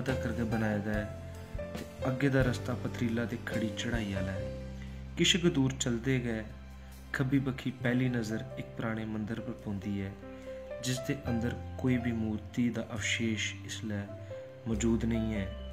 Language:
Dogri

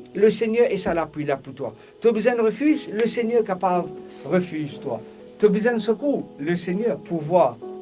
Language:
Morisyen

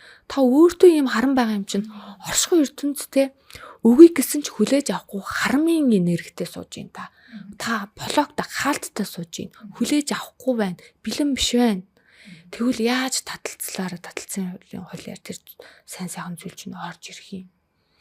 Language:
Mongolian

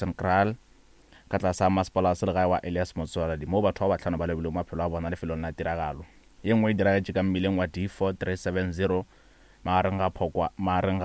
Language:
Northern Sotho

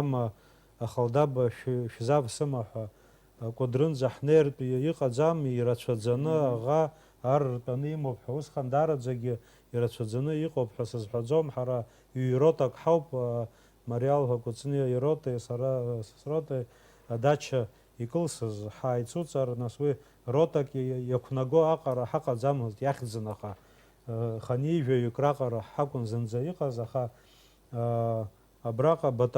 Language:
Abkhazian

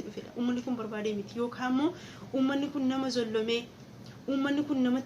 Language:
Oromo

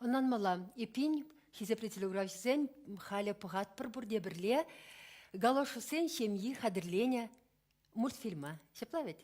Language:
Chuvash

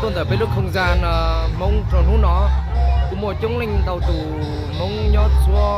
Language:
Hmong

